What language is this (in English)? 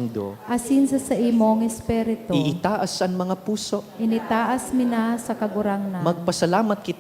Bikol